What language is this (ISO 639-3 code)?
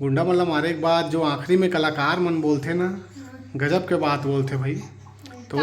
hne